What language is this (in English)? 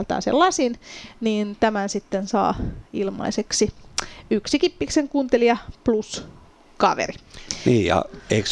Finnish